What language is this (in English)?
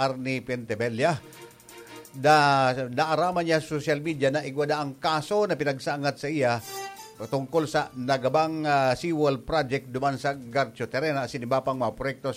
Bikol